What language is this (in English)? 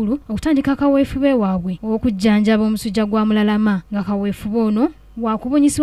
Ganda